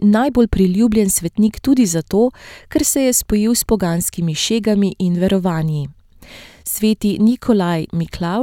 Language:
Slovenian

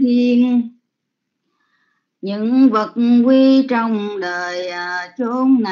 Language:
Vietnamese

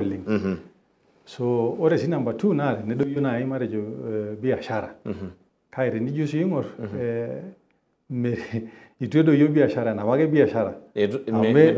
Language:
Masai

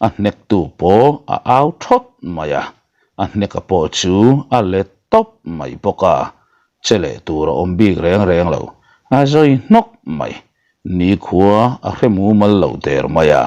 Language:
Mizo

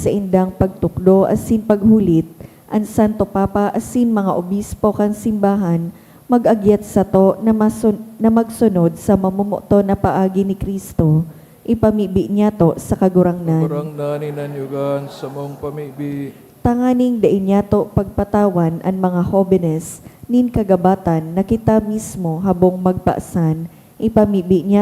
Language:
Bikol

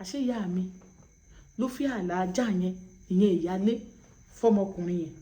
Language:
Yoruba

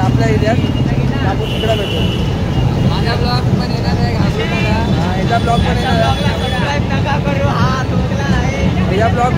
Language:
Marathi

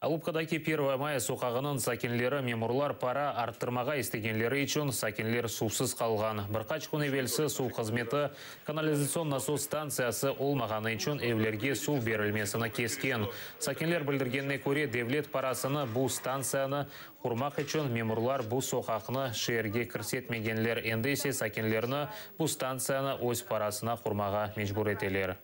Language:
Crimean Tatar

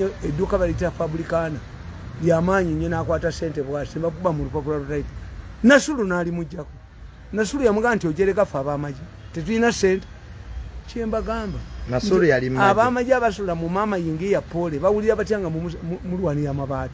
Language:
Ganda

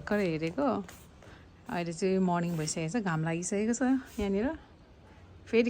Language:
Nepali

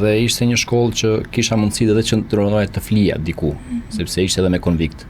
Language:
Albanian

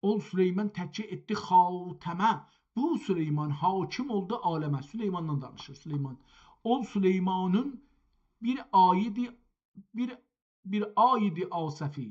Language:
South Azerbaijani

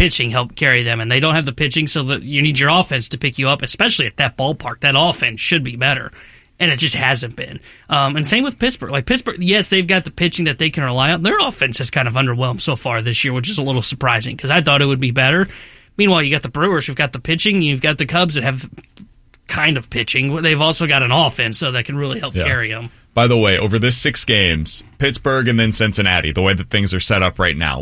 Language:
English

